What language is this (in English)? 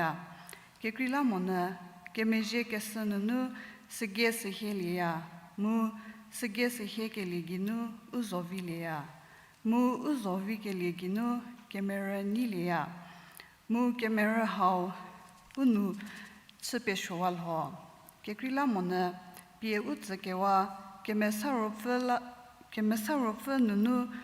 Angami Naga